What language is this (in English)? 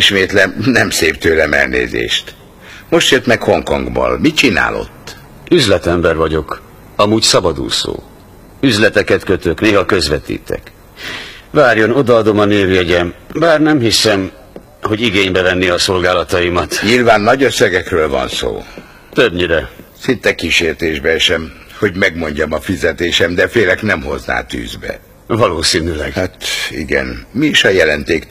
Hungarian